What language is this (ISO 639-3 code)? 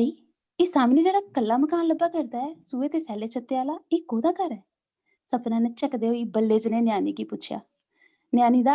doi